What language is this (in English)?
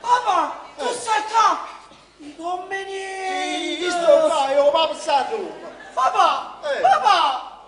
Neapolitan